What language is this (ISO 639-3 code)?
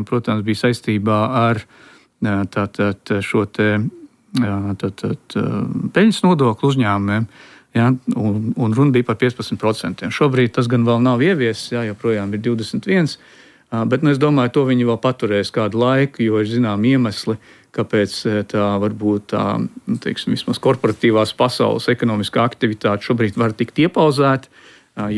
lav